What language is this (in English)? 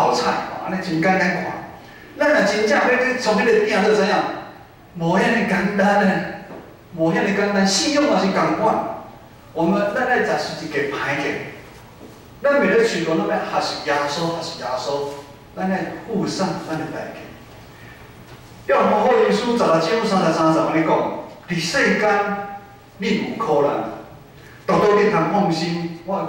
Min Nan Chinese